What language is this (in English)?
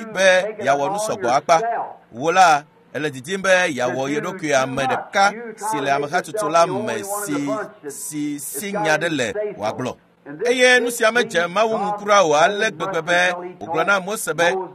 Ewe